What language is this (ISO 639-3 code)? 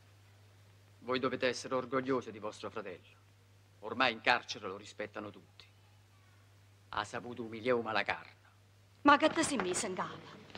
ita